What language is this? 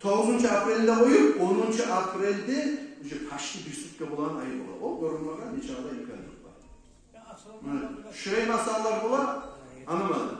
Kumyk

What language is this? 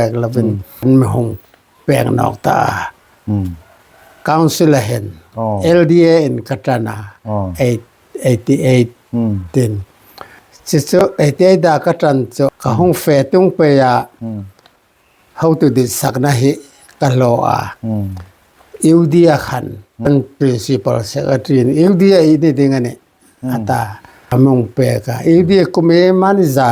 Hmar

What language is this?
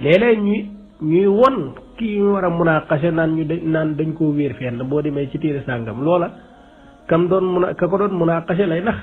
Wolof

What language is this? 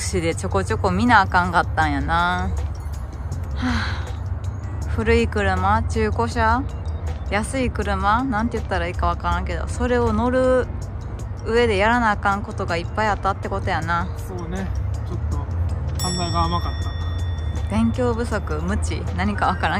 Japanese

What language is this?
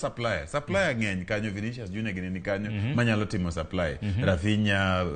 Luo (Kenya and Tanzania)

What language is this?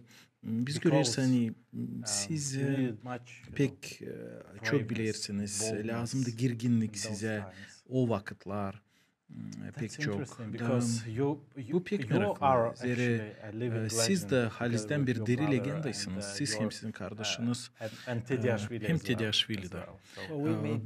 Gagauz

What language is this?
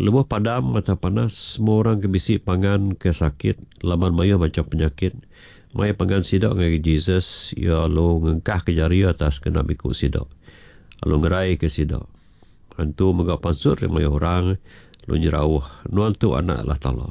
Iban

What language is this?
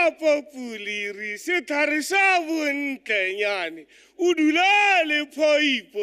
Tswana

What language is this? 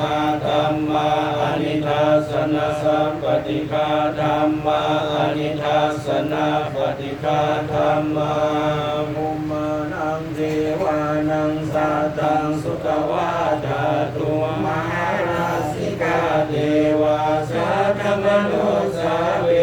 Pali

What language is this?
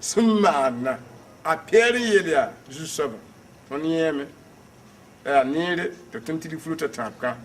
Mossi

